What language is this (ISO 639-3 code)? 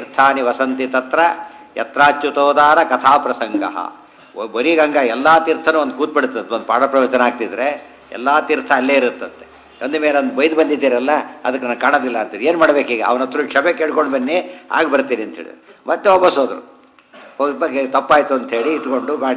kan